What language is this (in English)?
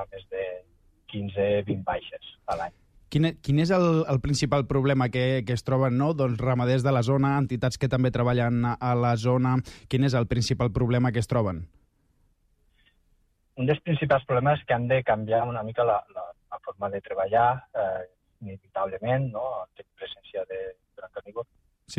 Catalan